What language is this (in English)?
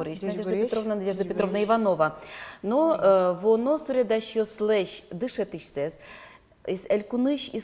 Udmurt